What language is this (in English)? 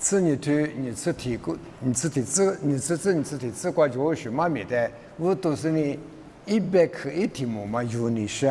Lisu